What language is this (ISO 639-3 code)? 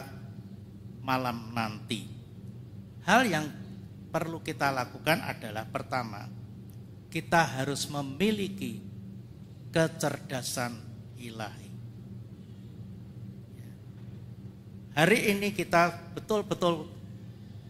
ind